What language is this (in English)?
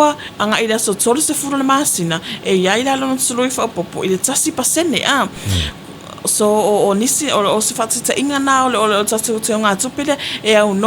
Samoan